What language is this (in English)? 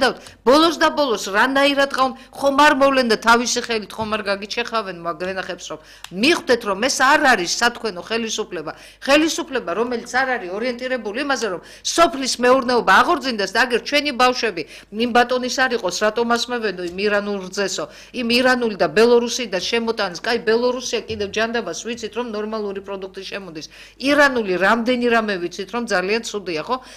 Georgian